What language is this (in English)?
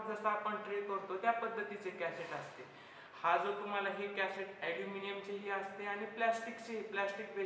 Marathi